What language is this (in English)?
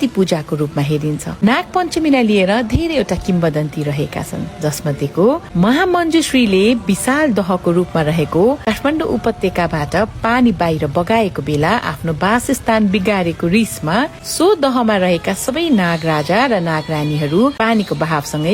Nepali